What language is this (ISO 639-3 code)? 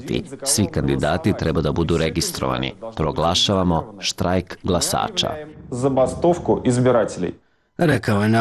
srp